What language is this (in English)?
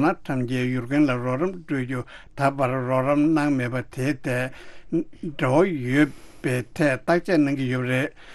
Tibetan